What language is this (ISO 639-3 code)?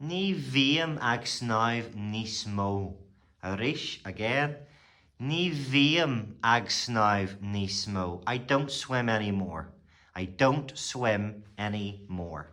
gle